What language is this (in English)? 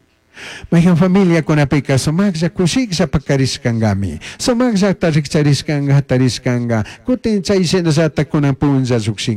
Chimborazo Highland Quichua